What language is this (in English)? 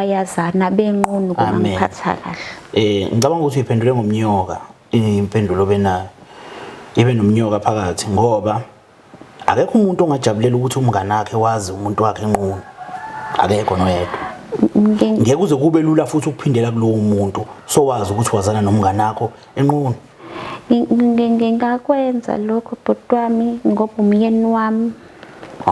Zulu